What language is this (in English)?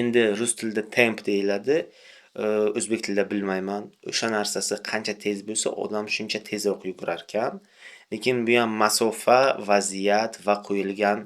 Uzbek